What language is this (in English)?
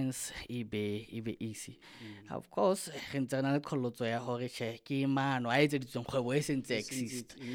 Southern Sotho